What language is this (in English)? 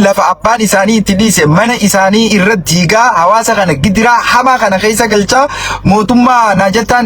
Oromo